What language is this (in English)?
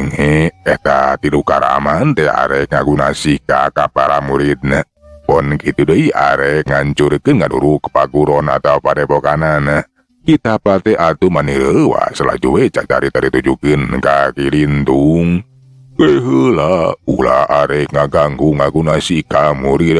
Sundanese